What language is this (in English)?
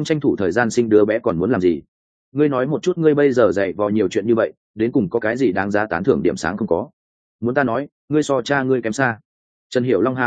Vietnamese